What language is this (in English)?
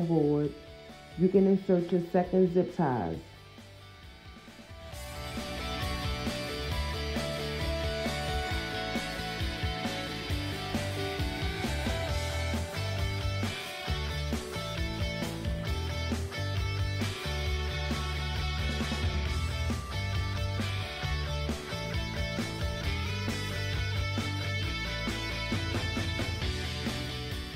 English